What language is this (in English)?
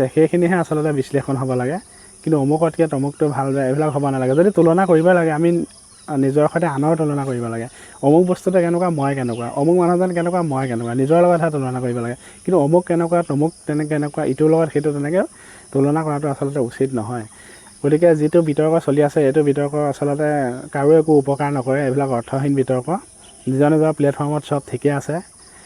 Assamese